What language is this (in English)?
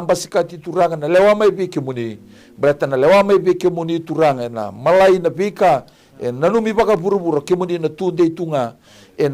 Fijian